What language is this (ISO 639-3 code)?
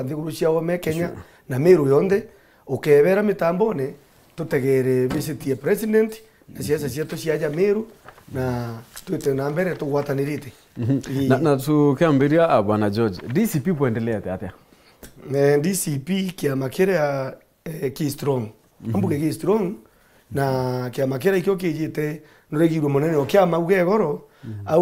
mer